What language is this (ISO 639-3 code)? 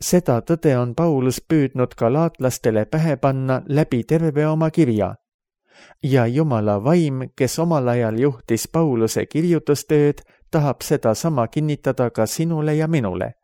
est